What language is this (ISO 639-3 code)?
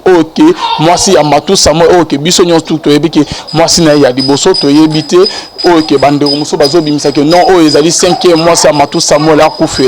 lin